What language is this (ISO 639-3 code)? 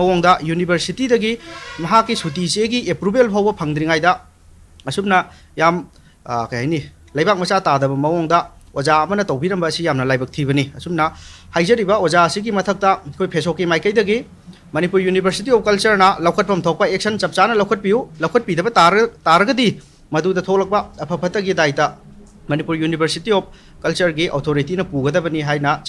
mni